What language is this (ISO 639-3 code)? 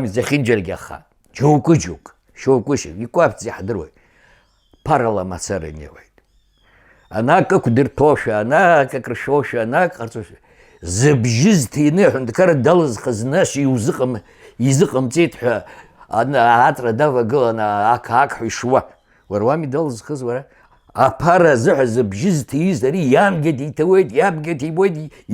abk